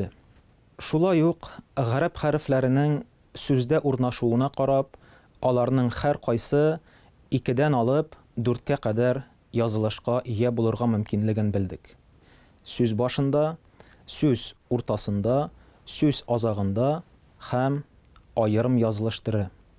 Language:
Tatar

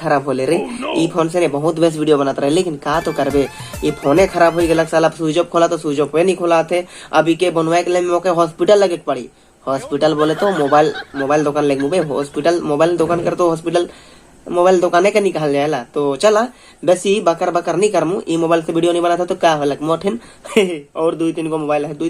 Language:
Sadri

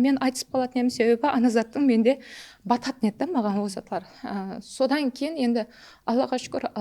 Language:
Kara-Kalpak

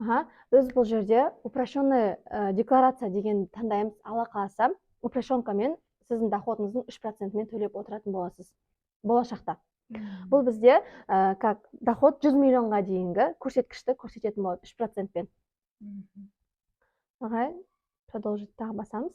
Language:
Kazakh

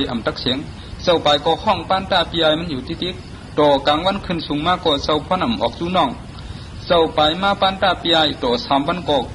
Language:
Shan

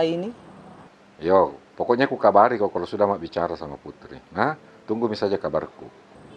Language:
Makassar Malay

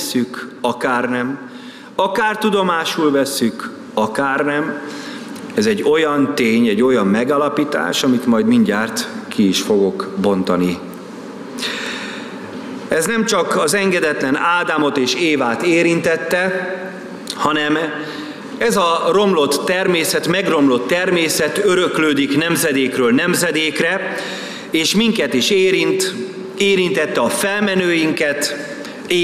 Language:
Hungarian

